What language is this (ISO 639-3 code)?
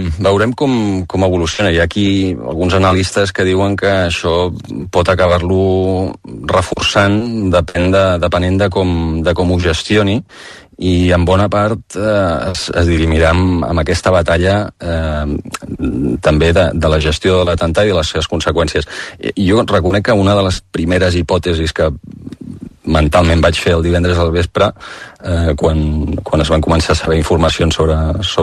cat